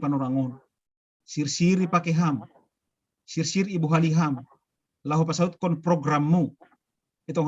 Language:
Batak Simalungun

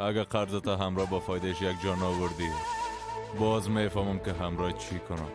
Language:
Persian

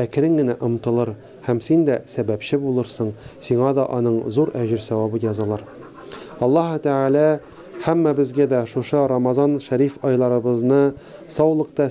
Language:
Tatar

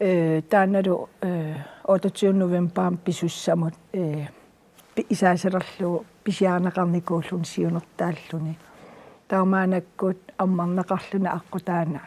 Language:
Kalaallisut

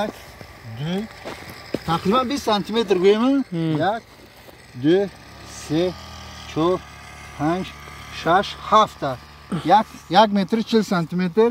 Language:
Tajik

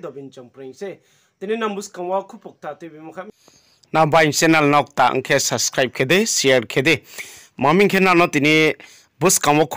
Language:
Riang (India)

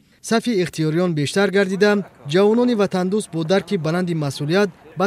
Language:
Tajik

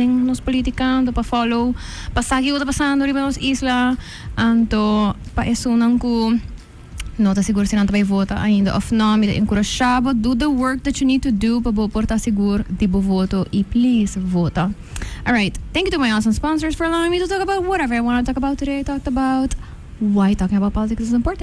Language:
Papiamento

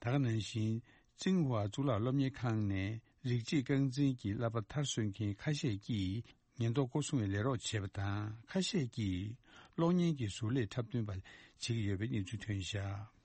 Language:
Tibetan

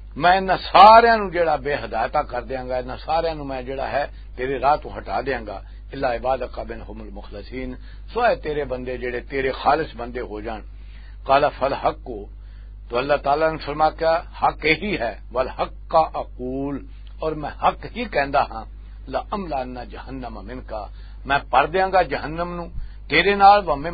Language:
Western Panjabi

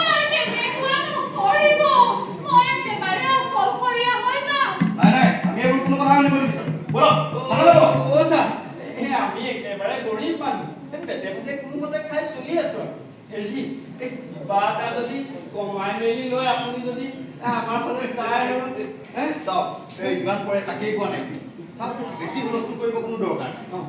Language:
Assamese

